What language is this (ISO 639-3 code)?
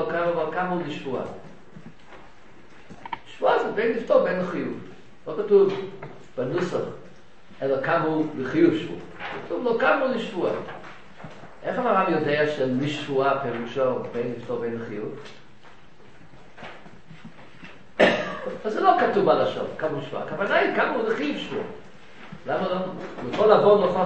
heb